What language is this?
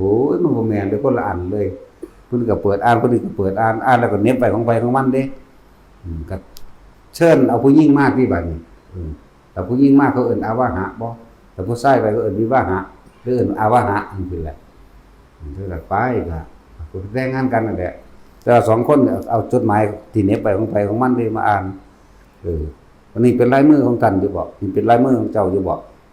Northeastern Thai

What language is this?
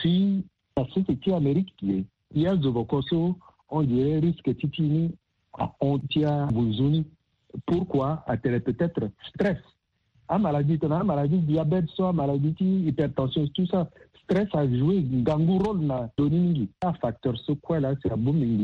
Sango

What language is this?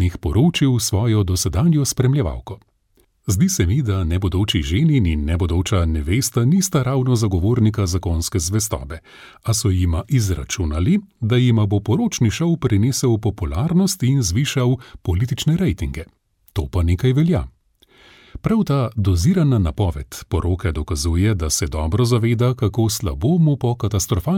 Slovenian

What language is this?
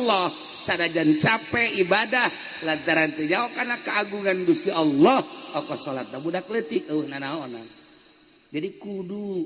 Sundanese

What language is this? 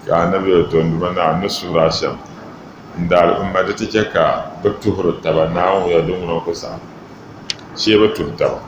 Dagbani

